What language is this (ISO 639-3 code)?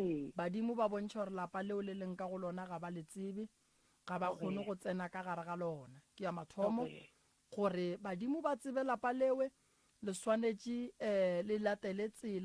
nso